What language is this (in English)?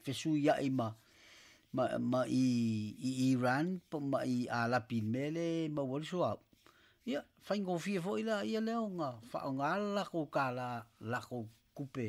Samoan